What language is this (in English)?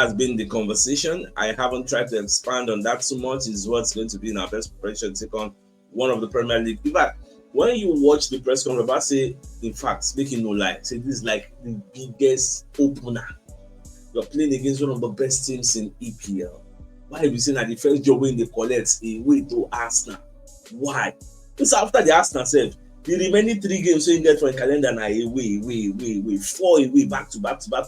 Nigerian Pidgin